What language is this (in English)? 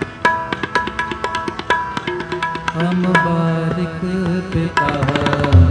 Hindi